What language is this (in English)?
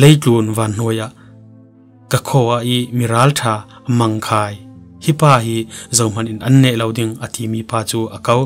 Falam Chin